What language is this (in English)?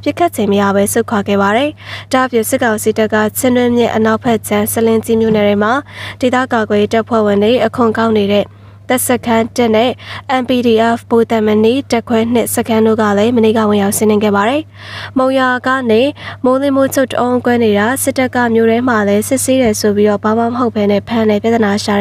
Burmese